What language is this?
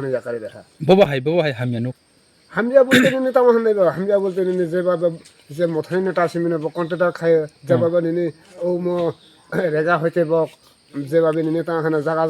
Kok Borok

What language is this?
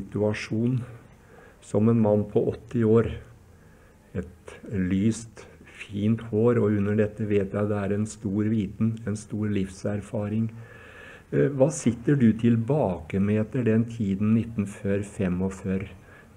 Norwegian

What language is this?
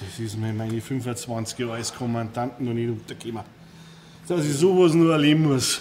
Bavarian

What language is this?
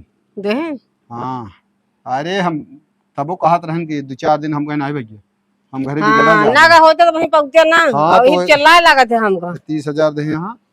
Awadhi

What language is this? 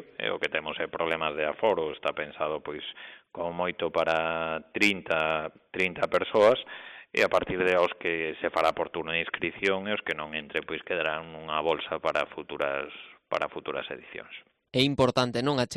Galician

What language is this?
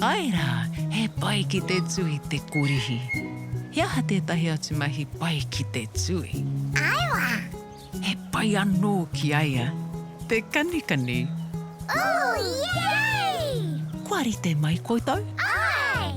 Māori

